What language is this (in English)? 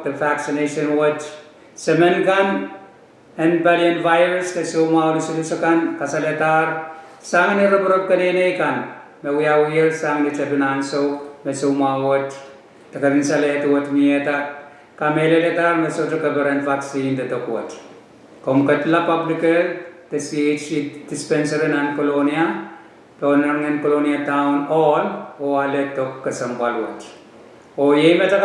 Pohnpeian